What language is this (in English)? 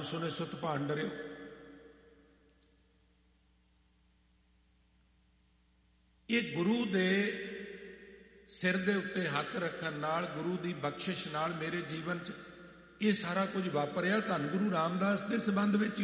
Punjabi